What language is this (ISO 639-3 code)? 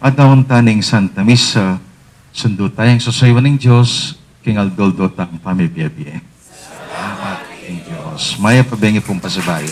pam